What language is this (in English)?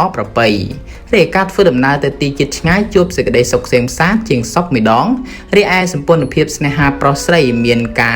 Khmer